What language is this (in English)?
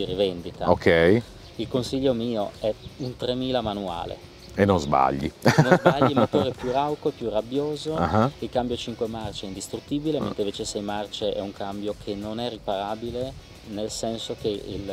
Italian